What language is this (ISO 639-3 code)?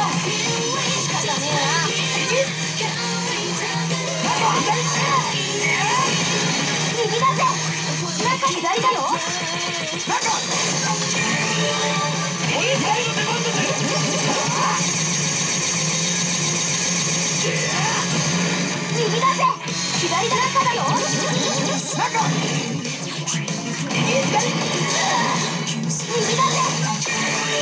jpn